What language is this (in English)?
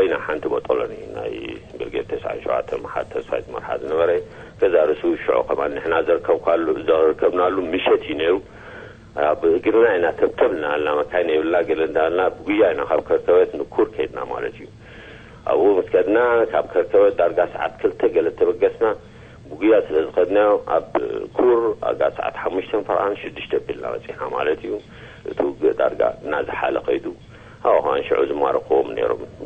Tigrinya